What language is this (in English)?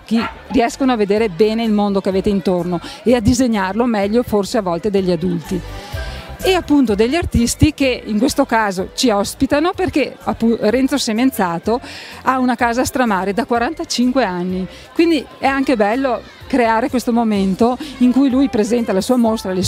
Italian